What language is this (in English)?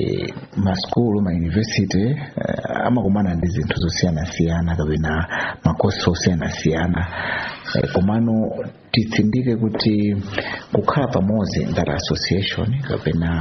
Nyanja